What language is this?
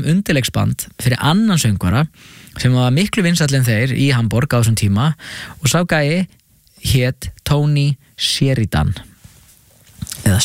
Icelandic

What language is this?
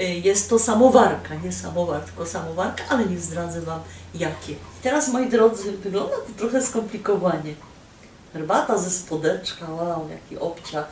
Silesian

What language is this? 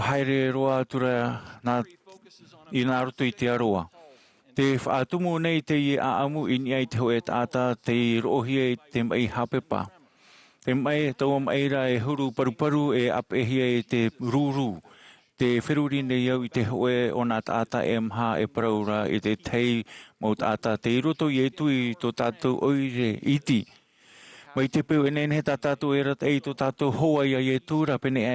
Tahitian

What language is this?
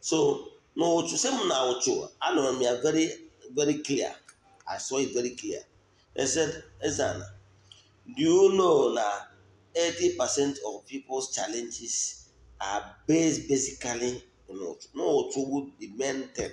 Igbo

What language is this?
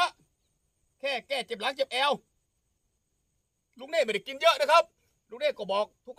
Thai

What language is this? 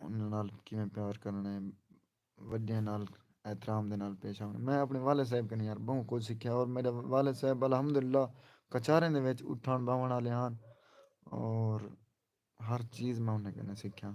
Saraiki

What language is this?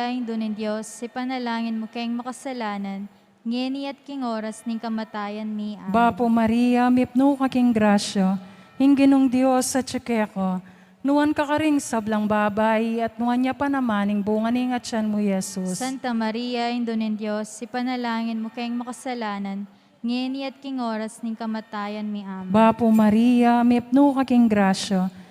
Pampanga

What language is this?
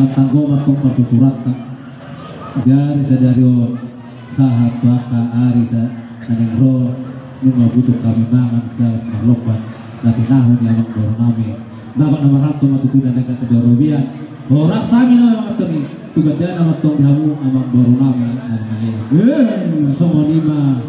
Batak Toba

